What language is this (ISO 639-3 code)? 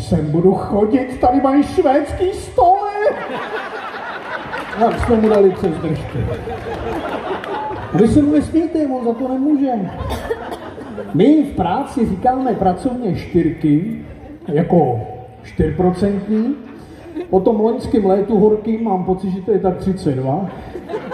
ces